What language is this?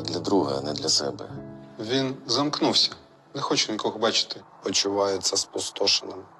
Ukrainian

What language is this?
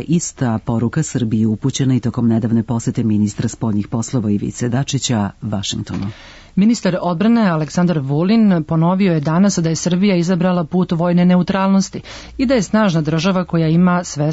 Serbian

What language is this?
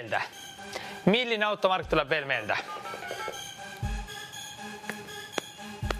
Estonian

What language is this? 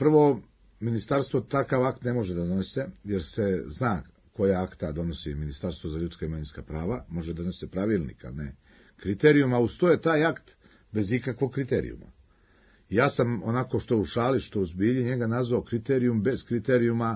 Serbian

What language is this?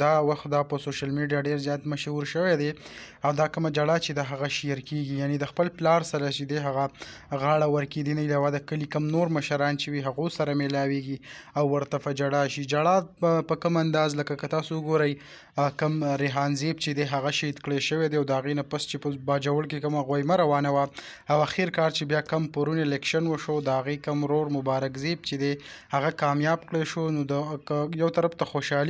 Pashto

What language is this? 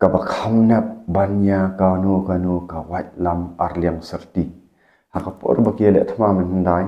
Khasi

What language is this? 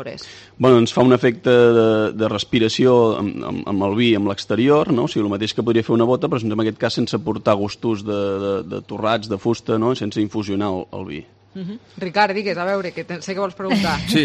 Catalan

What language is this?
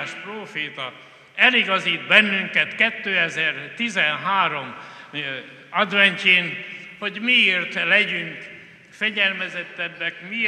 Hungarian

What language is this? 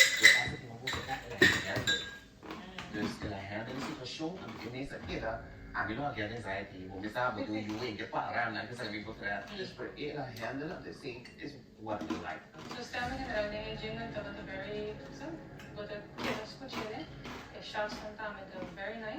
Papiamento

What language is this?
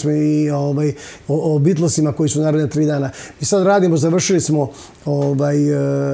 Serbian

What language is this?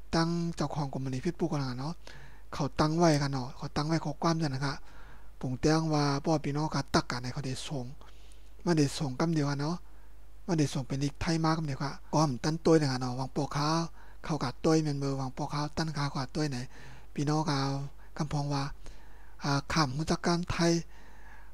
Shan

